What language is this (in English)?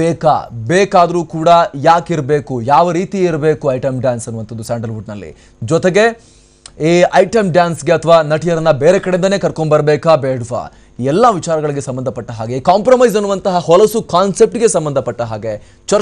Kannada